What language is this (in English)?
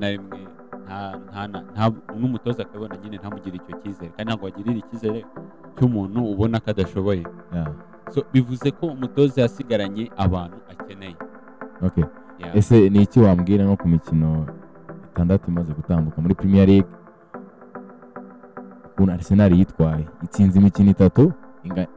Kinyarwanda